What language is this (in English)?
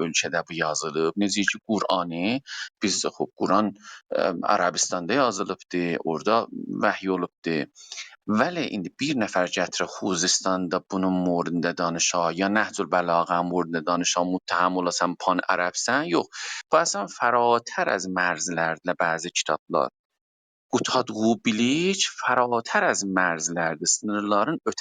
South Azerbaijani